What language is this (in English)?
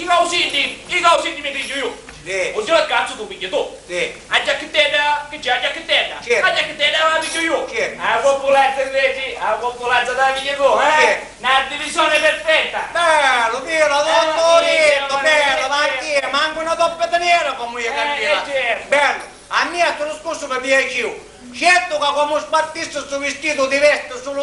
Sicilian